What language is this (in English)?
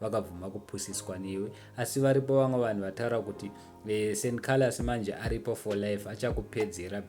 Shona